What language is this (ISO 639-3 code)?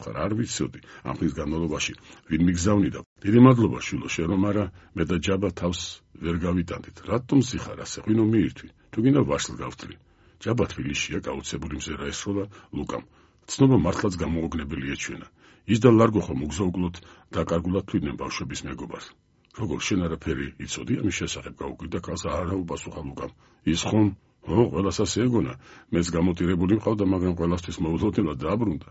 kat